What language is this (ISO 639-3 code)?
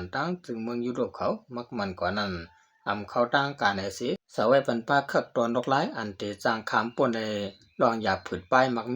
shn